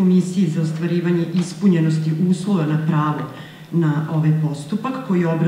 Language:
Serbian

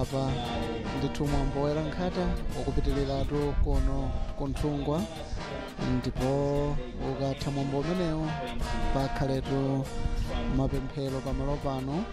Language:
Nyanja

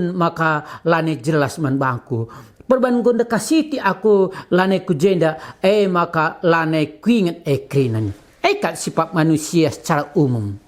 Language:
Batak Karo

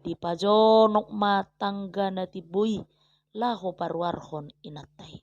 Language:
Batak Toba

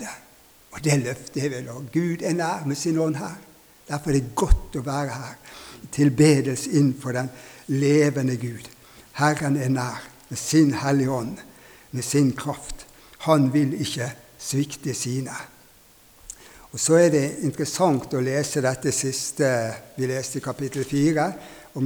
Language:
Norwegian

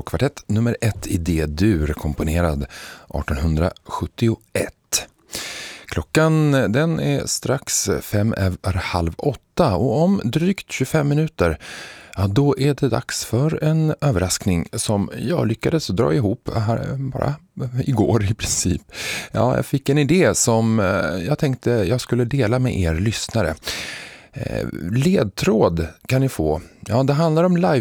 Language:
Swedish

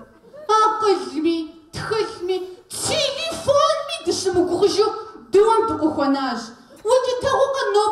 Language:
Kabardian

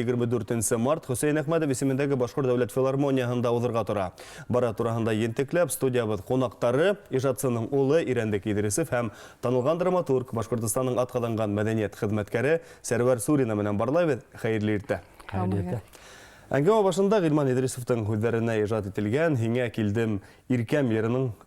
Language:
Bashkir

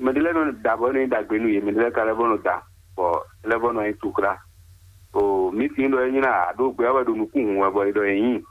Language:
Fon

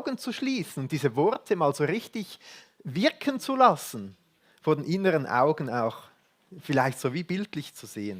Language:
Swiss German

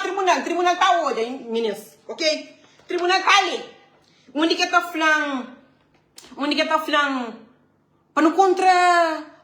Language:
Kabuverdianu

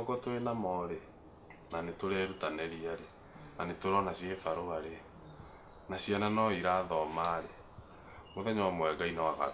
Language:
Kikuyu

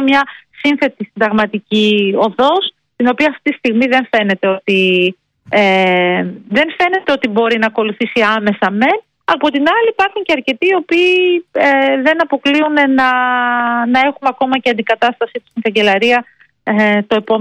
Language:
Greek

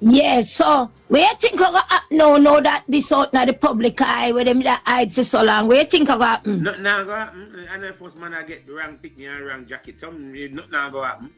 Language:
Jamaican Creole English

